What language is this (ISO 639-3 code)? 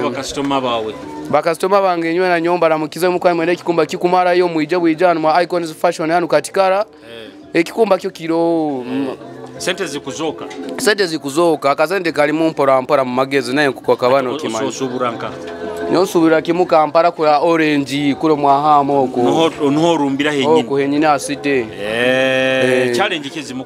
nyo